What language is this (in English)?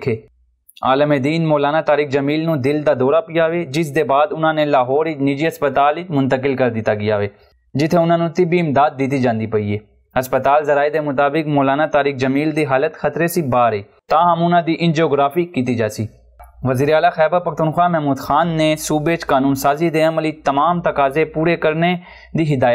Saraiki